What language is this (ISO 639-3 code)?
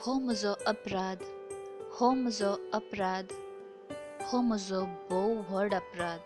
kok